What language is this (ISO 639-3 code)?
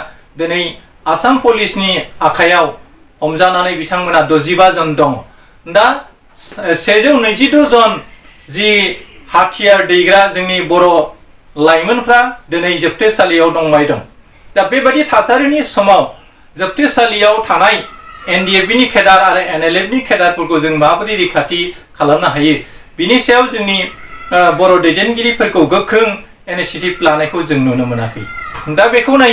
brx